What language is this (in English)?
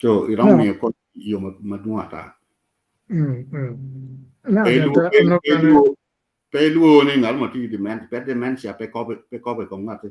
Acoli